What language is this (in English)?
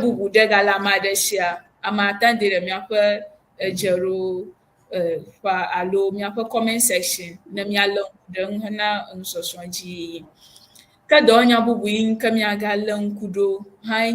Ewe